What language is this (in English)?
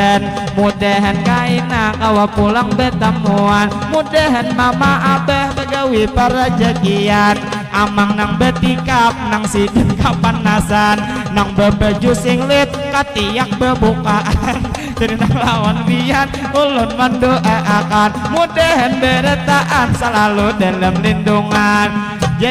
Banjar